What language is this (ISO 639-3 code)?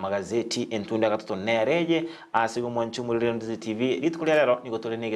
guz